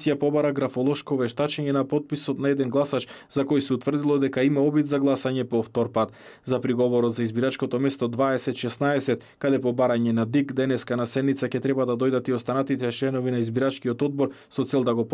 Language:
Macedonian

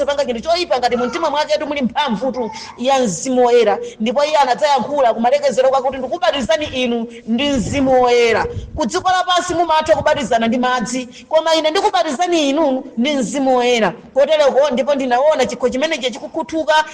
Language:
Nyanja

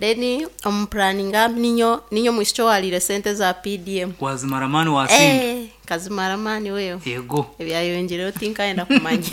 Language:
Nyankole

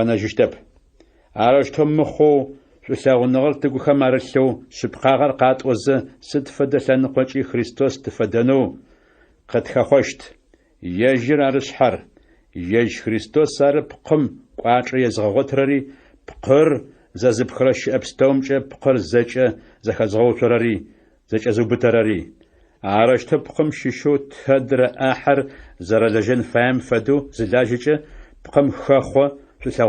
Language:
Adyghe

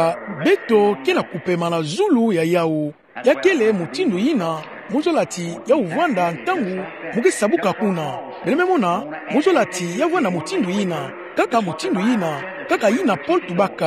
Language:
Kituba (Democratic Republic of Congo)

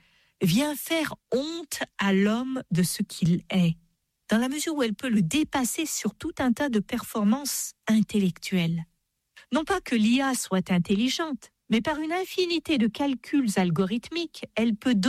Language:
French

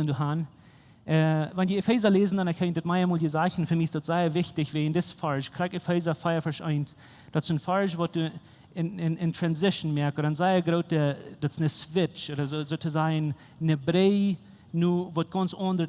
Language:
Plautdietsch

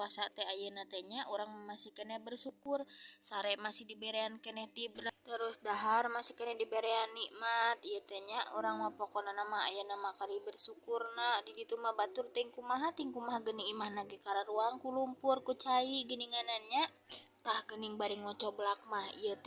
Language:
Sundanese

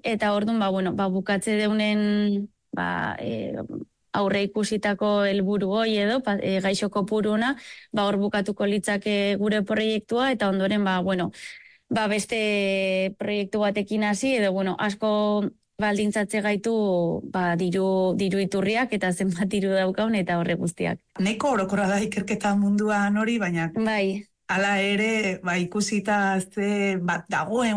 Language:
Basque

